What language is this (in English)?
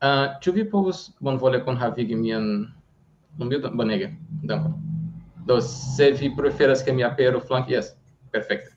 Esperanto